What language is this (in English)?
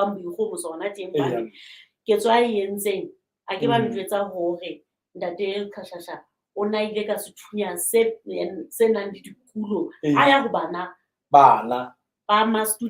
Southern Sotho